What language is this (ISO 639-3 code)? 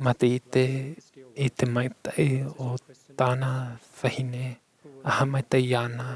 tah